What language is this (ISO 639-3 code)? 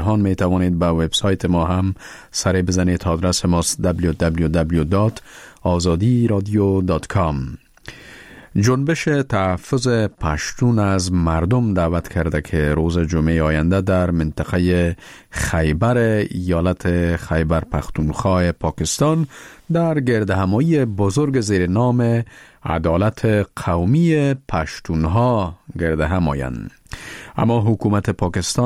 fas